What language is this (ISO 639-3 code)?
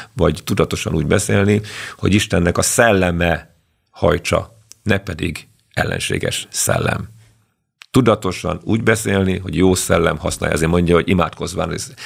hun